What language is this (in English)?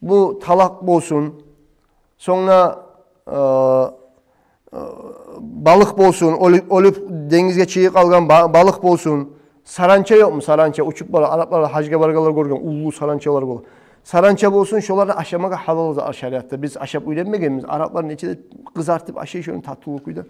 Kumyk